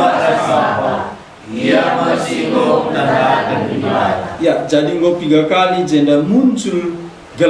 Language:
Batak Karo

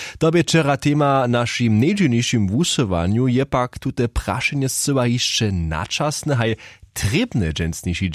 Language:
Upper Sorbian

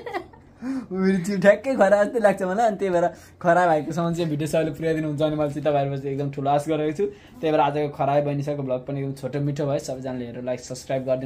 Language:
Nepali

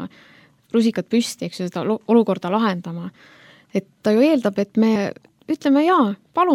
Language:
Estonian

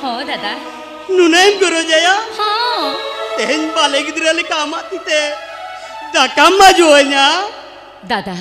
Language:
Santali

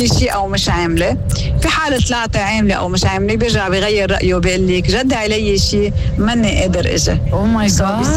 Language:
North Levantine Arabic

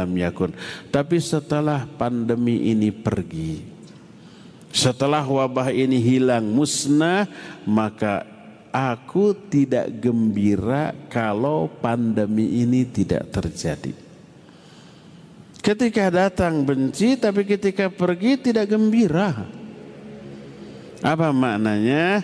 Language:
Indonesian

